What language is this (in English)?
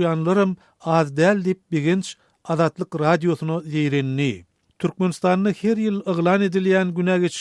Turkmen